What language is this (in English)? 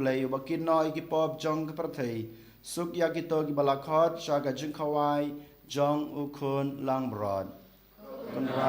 Khasi